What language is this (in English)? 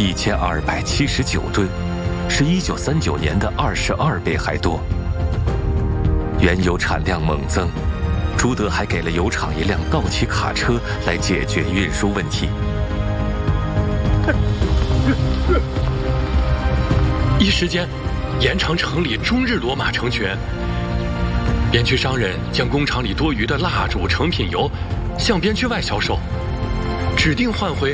Chinese